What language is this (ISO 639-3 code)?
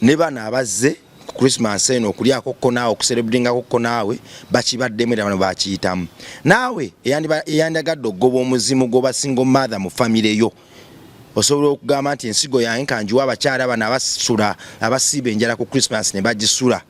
lug